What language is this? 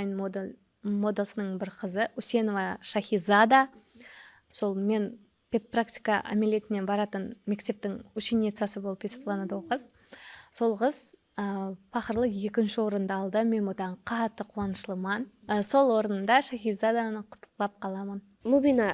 Kara-Kalpak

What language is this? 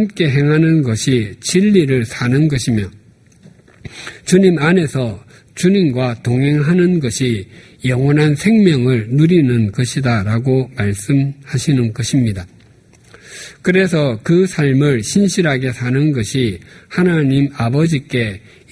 Korean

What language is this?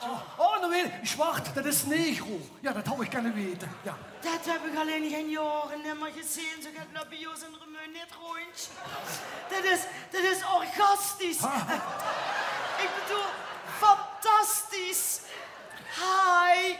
Limburgish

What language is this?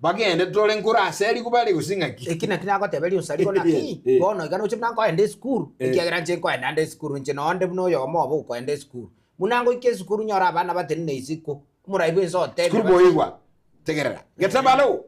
Gusii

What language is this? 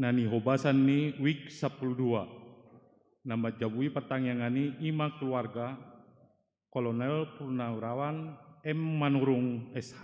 Batak Toba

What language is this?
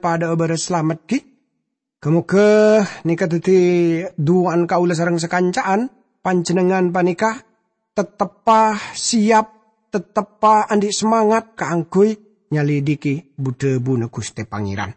Madurese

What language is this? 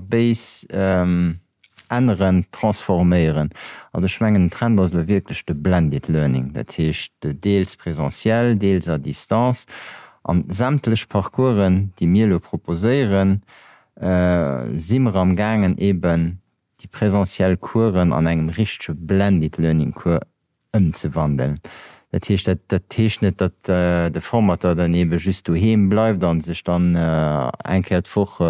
Luxembourgish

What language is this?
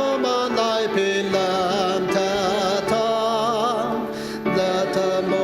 Ao Naga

